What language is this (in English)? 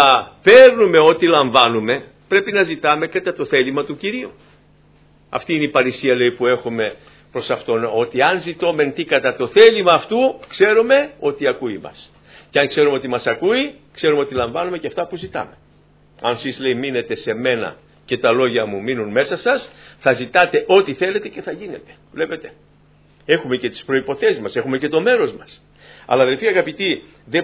Greek